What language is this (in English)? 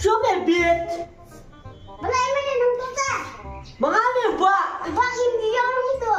Khasi